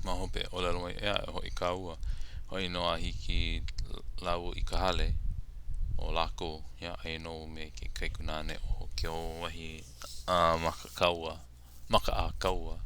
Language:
Hawaiian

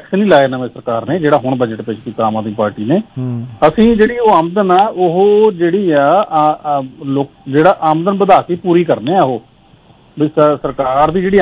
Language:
Punjabi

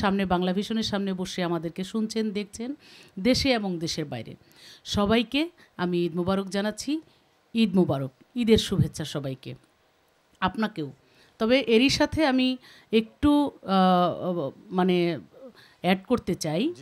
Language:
Bangla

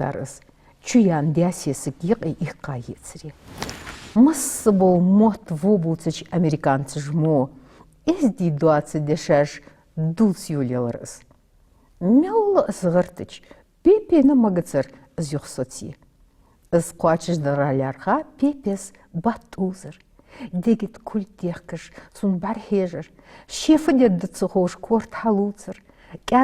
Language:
Ingush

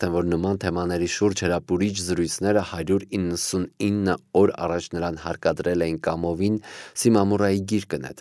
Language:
Armenian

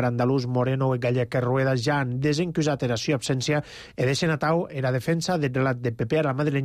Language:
Catalan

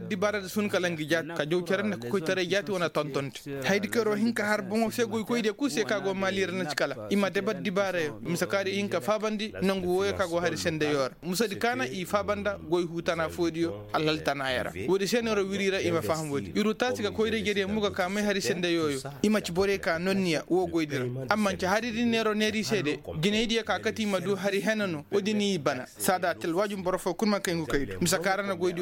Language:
Koyraboro Senni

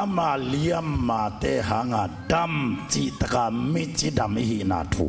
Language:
Tedim Chin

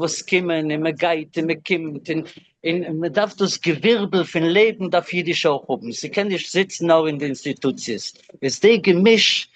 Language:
Yiddish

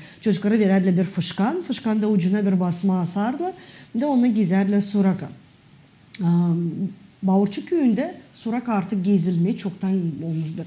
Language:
Gagauz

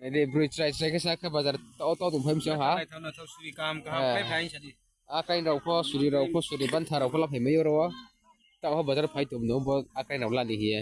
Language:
Riang (India)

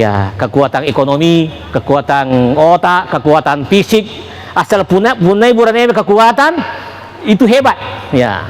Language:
Buginese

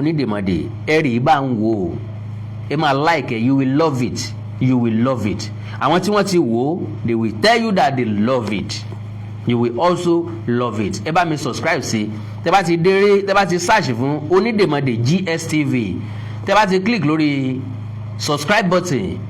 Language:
Yoruba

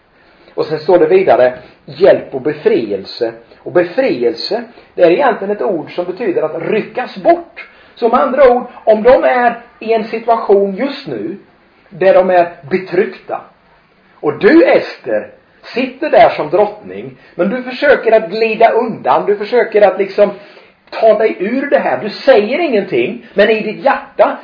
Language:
Swedish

